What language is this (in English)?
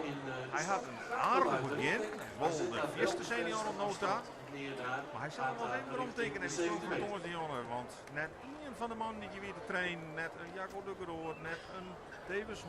Western Frisian